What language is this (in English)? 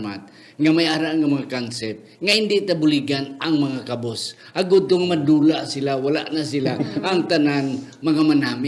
Hiligaynon